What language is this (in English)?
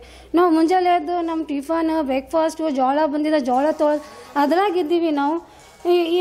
Kannada